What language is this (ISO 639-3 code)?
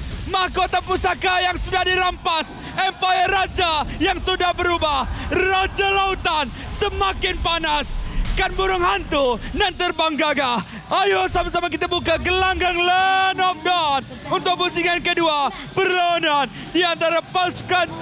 msa